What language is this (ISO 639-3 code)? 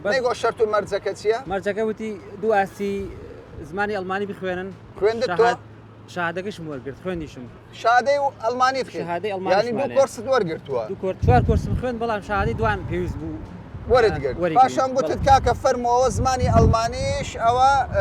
ckb